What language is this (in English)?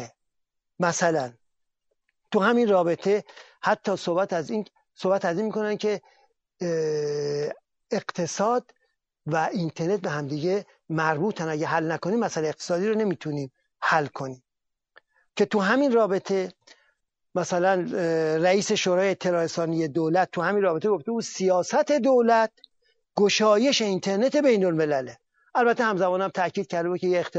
Persian